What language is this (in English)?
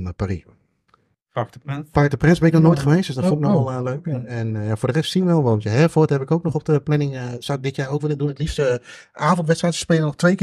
Dutch